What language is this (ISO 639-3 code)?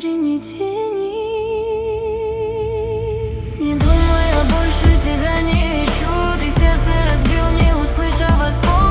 rus